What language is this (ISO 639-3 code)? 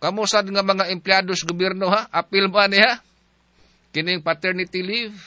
ceb